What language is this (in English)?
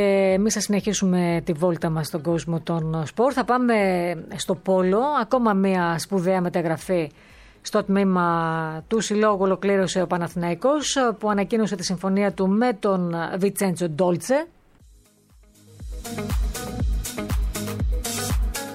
Greek